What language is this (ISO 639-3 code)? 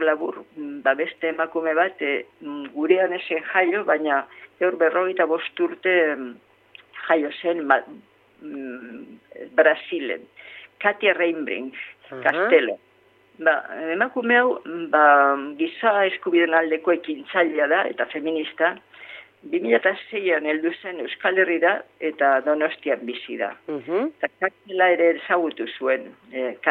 eus